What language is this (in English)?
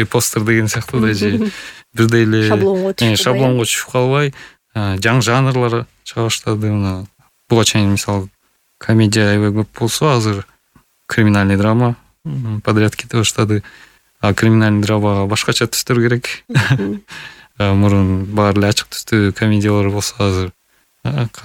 Kyrgyz